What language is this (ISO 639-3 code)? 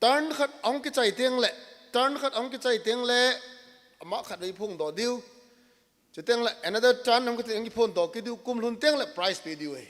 tcz